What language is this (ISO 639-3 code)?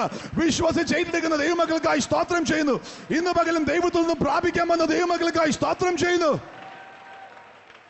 mal